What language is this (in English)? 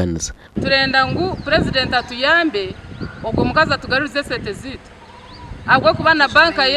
Nyankole